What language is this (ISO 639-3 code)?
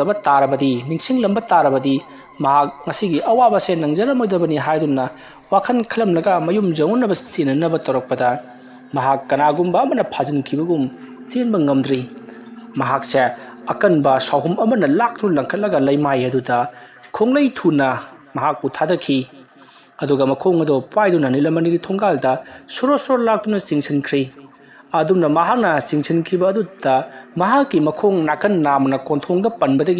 mni